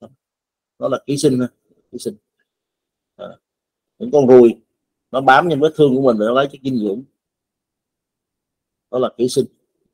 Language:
Vietnamese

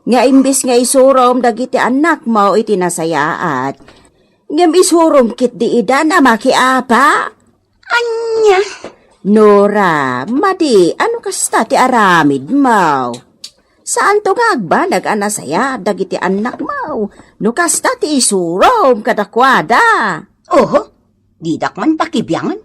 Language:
Iloko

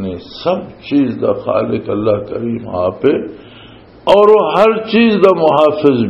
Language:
Western Panjabi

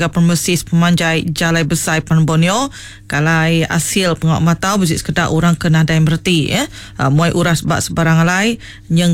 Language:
Iban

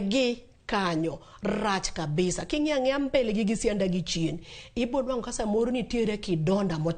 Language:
Luo (Kenya and Tanzania)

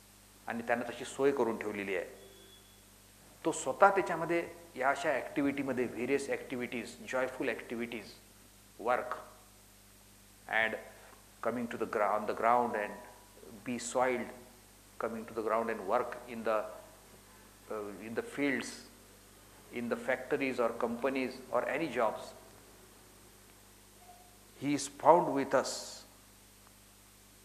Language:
Marathi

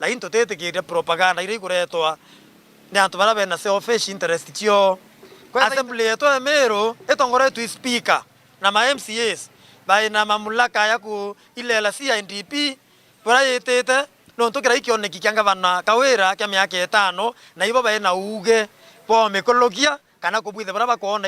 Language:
Meru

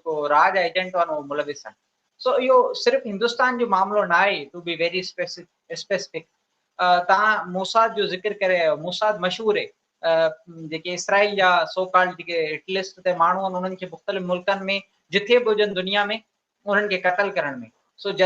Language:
Sindhi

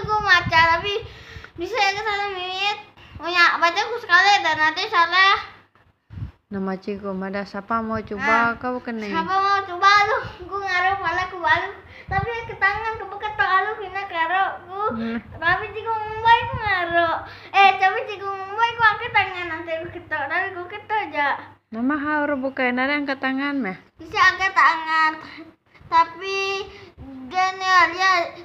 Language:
Iban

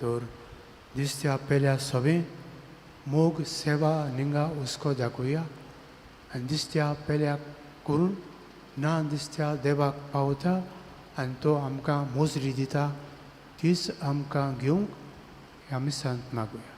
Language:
Konkani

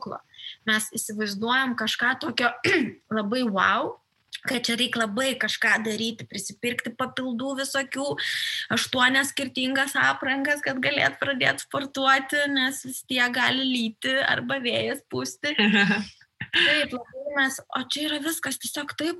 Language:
Lithuanian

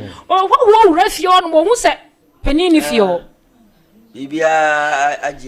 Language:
Akan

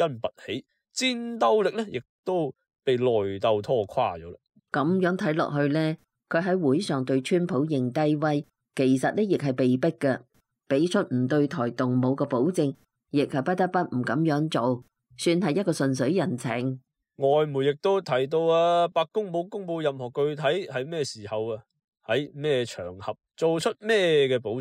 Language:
Cantonese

